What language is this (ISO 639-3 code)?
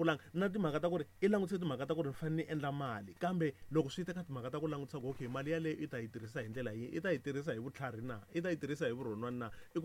tso